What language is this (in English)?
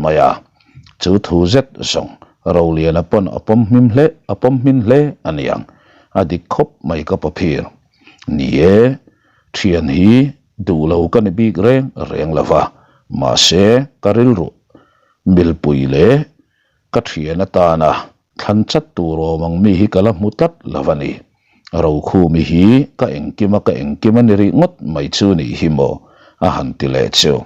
Mizo